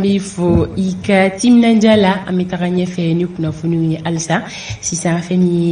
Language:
Bambara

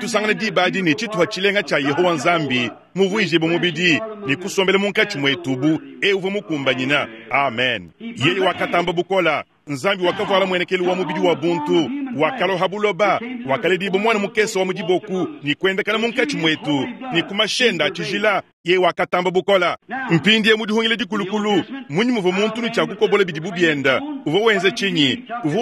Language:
Luba-Lulua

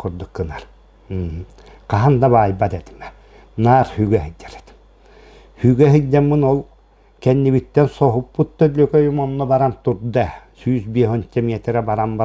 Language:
Yakut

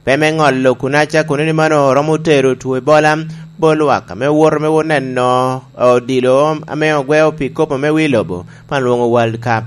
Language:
Lango (Uganda)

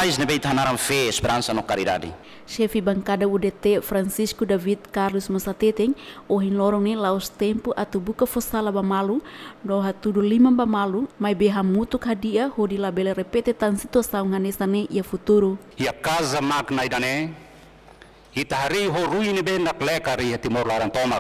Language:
Tetum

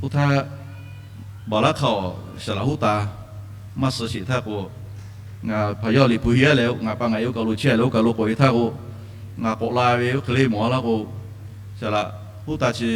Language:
Lahu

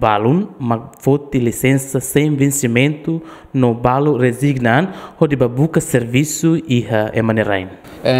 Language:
Tetum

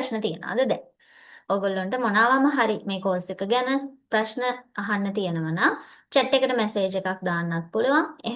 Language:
Sinhala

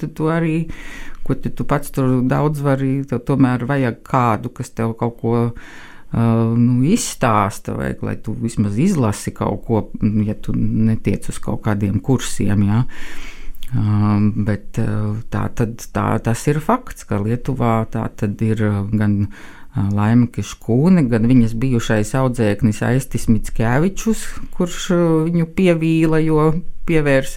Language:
Latvian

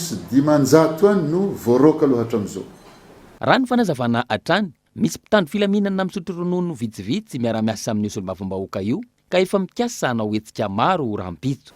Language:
Malagasy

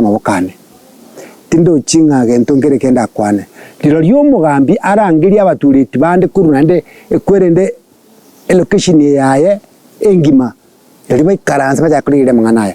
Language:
Gusii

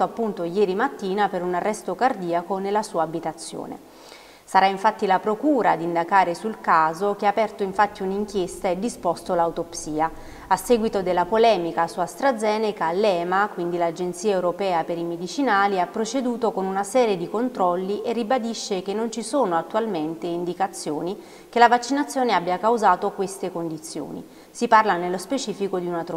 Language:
Italian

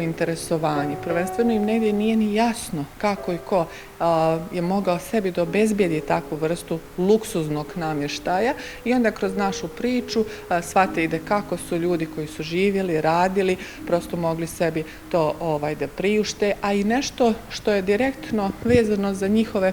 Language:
Bosnian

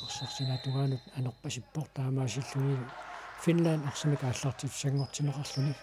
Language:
Kalaallisut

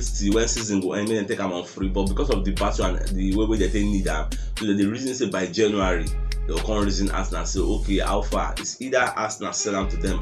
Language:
Nigerian Pidgin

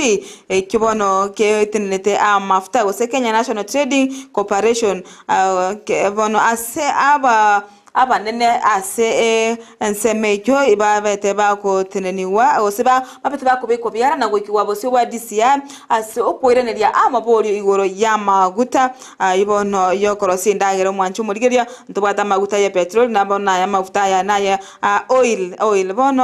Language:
Gusii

